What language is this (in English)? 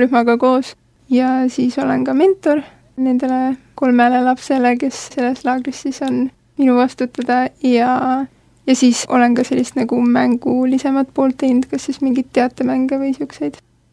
Estonian